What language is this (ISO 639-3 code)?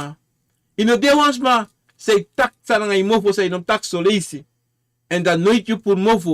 srn